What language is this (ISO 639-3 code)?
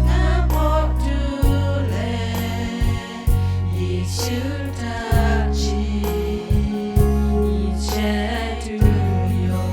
lhu